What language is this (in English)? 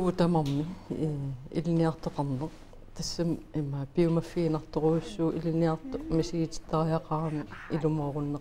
Kalaallisut